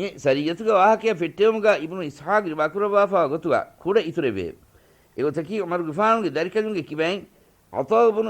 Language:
Divehi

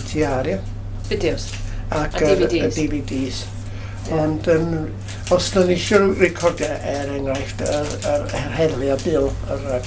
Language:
Welsh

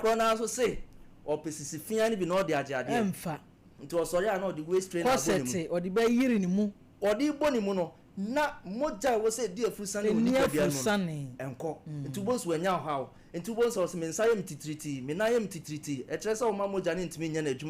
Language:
Akan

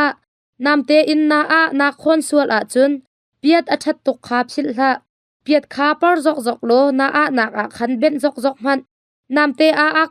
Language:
Hakha Chin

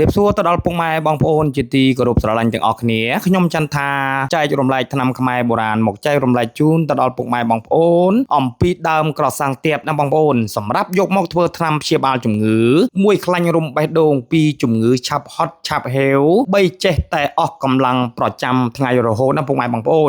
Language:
Khmer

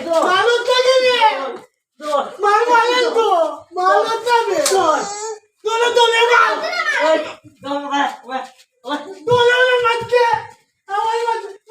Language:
Sylheti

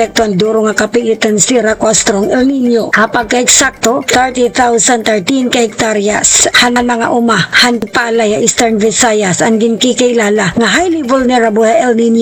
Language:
Waray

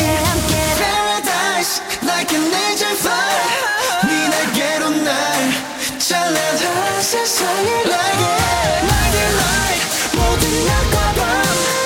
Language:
Korean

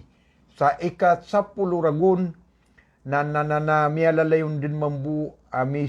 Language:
Maranao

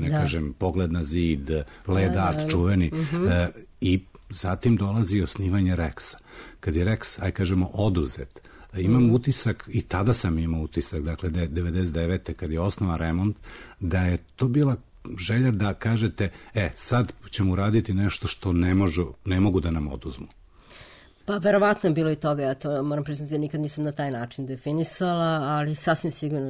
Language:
Serbian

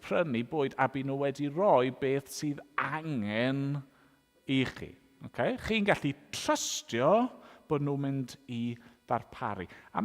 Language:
Welsh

